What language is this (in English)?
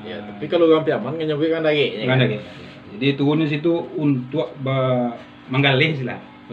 Minangkabau